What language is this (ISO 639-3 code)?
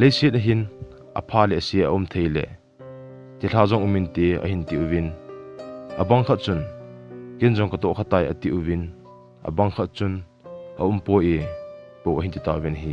tcz